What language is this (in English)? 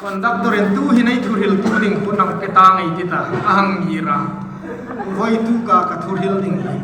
Hmar